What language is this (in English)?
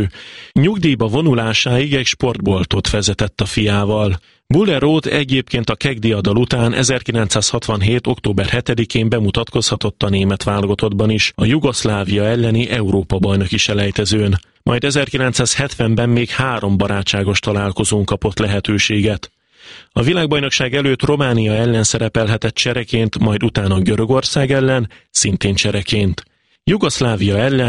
Hungarian